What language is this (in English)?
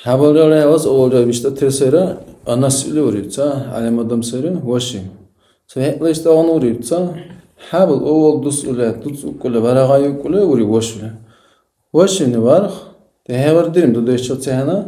Dargwa